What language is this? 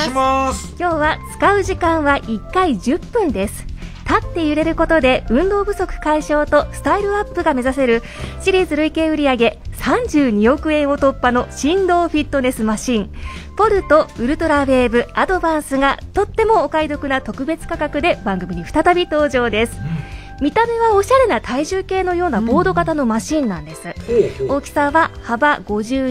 Japanese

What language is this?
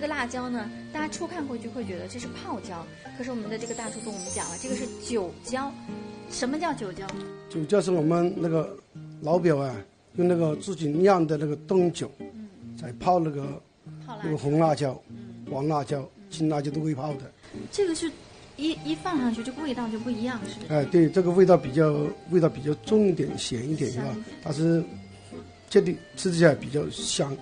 Chinese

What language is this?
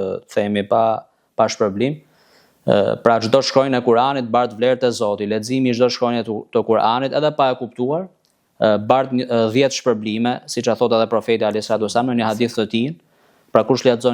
Albanian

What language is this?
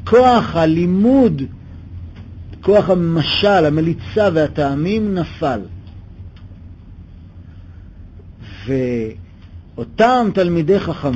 Hebrew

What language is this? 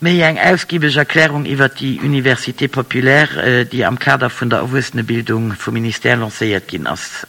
Luxembourgish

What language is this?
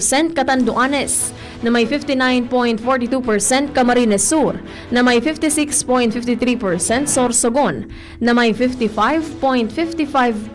Bikol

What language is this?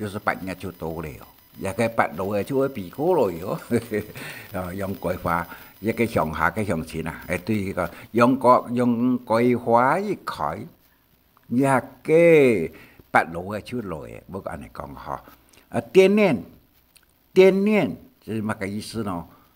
Hakka Chinese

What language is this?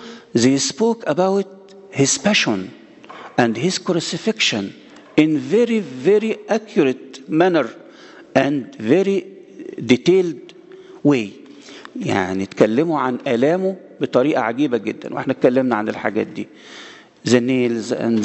Egyptian Arabic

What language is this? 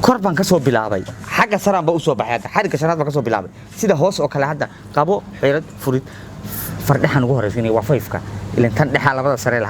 Somali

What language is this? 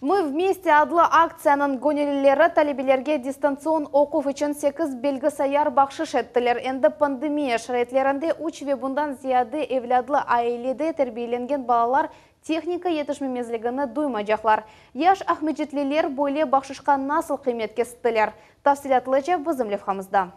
Crimean Tatar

